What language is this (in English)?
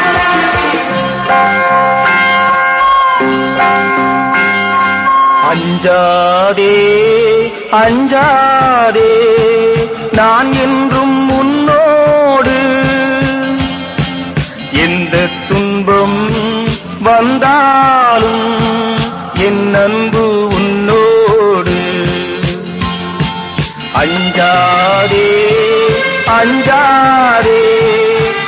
Tamil